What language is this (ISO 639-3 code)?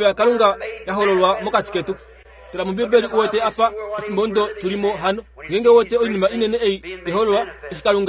kua